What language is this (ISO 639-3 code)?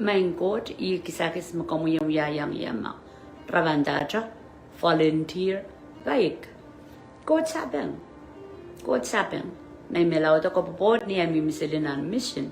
pon